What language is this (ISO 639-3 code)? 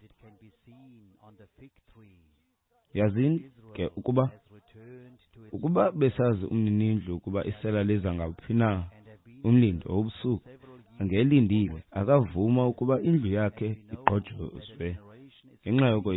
xho